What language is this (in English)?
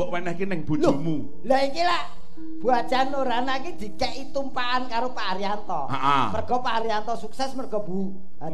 Javanese